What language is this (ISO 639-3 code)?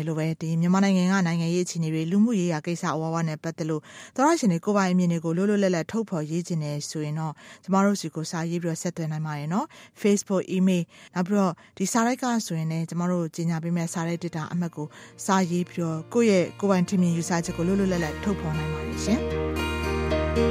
mya